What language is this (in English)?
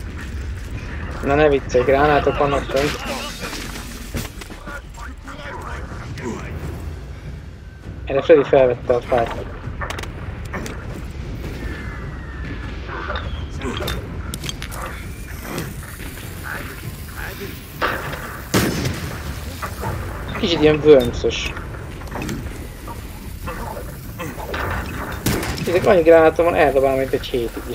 Hungarian